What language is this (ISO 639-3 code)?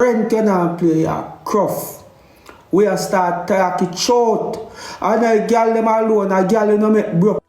jam